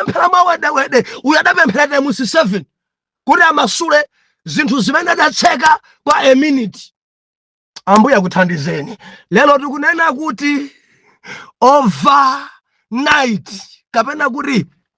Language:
Nyanja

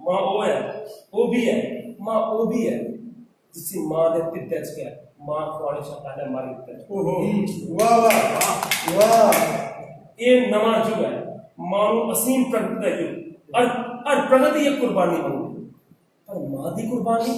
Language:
Dogri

